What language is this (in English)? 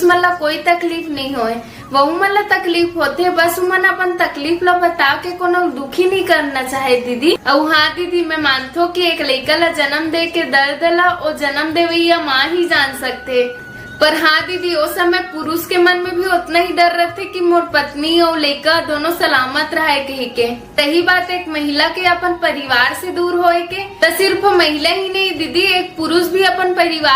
Chhattisgarhi